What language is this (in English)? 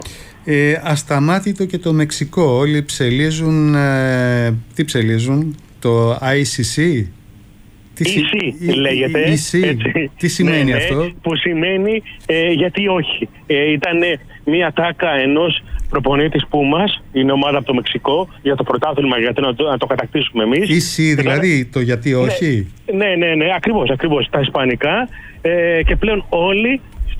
Greek